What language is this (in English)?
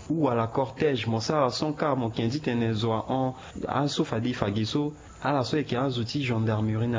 Sango